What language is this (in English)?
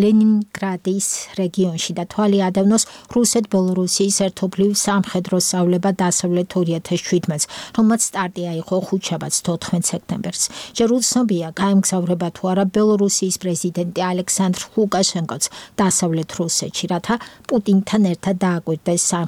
Georgian